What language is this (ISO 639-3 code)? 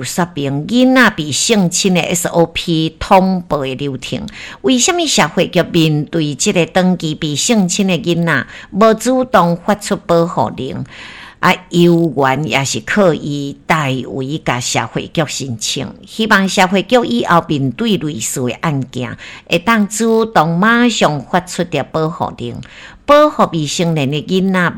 nan